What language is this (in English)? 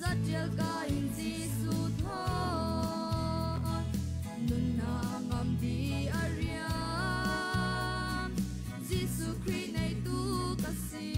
Falam Chin